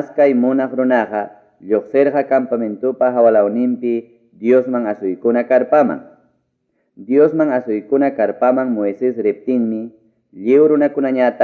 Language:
Ayacucho Quechua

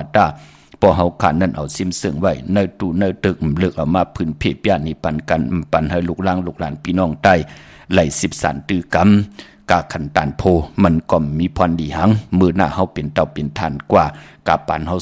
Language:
Shan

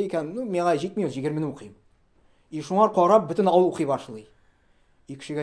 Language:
Tatar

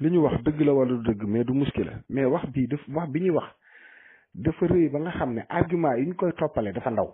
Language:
Wolof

